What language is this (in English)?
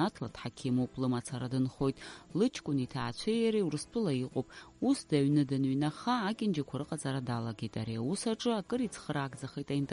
Abkhazian